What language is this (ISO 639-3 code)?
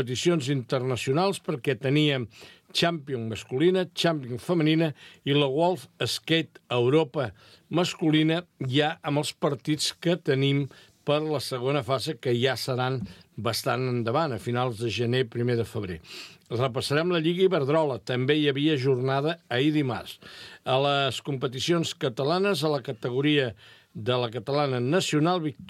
cat